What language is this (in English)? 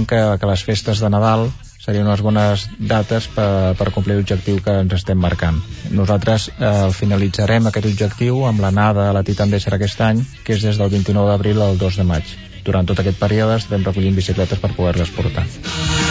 Catalan